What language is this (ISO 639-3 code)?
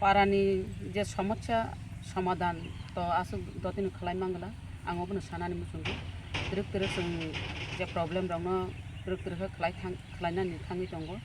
trp